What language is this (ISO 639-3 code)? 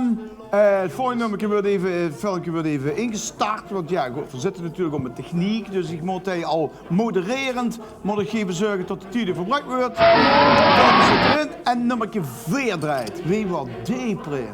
lim